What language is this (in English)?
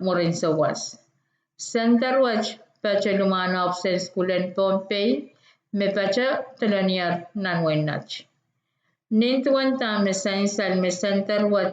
Pohnpeian